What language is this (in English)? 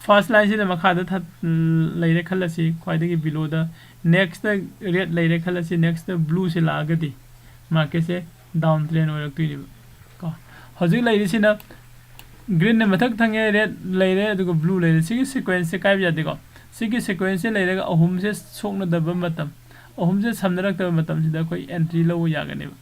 Manipuri